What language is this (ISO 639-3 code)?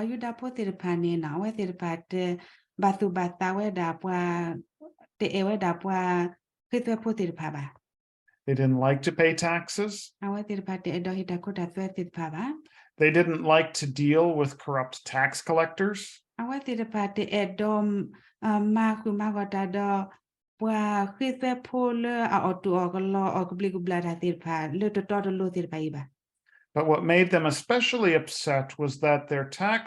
ksw